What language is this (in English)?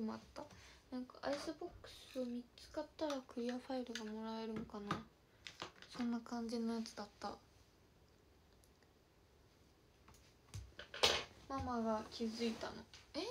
Japanese